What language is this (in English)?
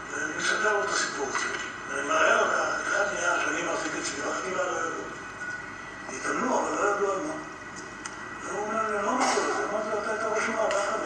Hebrew